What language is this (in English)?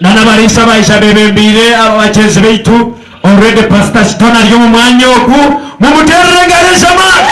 Nyankole